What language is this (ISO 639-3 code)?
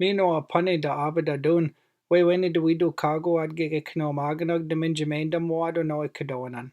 ciw